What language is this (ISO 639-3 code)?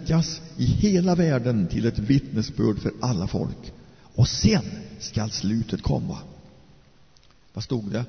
swe